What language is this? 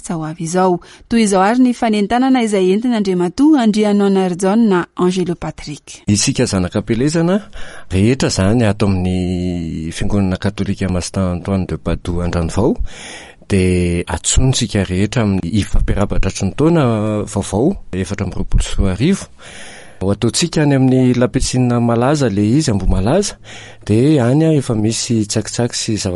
Malagasy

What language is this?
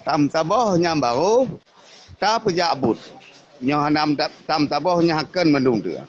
Achinese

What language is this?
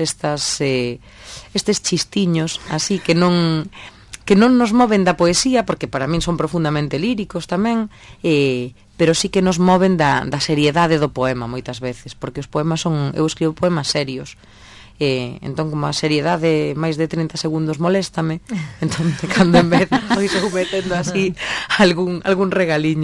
Galician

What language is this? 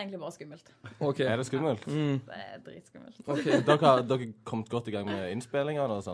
Norwegian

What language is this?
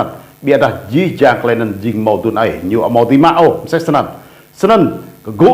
Rade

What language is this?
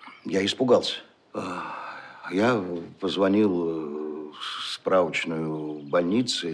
Russian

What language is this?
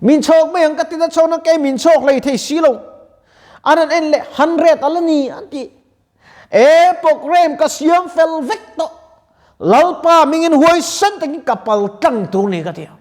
Mizo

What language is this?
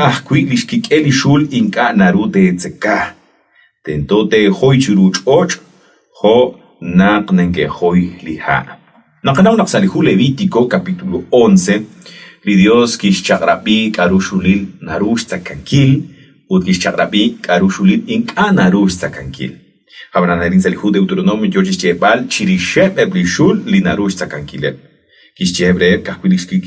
Kekchí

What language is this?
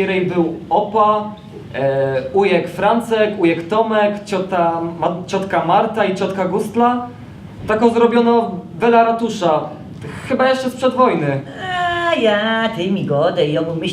Silesian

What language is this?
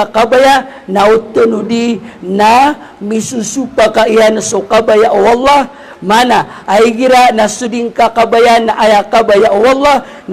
Maranao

